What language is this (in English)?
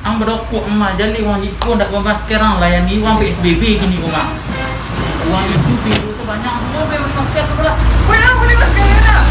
Minangkabau